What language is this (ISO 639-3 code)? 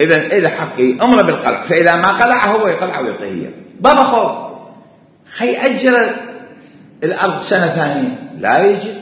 acm